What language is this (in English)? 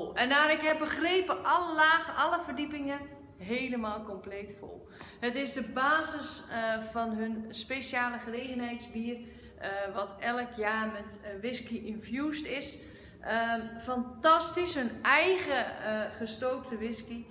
Dutch